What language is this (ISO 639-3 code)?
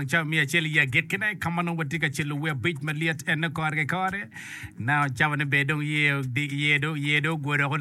ach